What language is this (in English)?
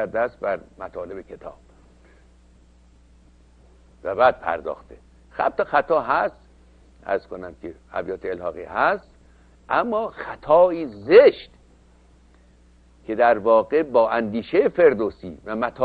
Persian